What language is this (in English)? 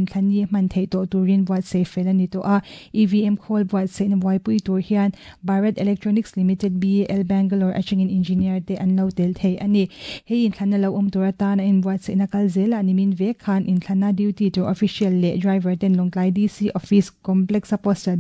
Mizo